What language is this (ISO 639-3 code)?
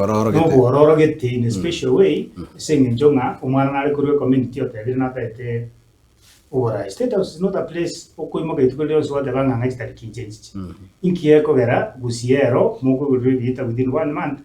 guz